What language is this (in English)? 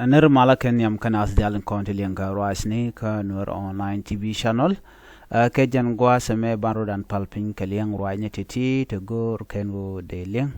Nuer